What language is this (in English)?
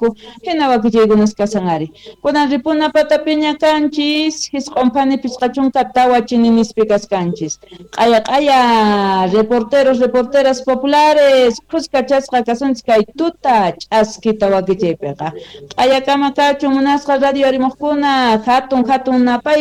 South Bolivian Quechua